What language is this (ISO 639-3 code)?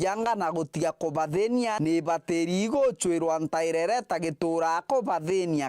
mer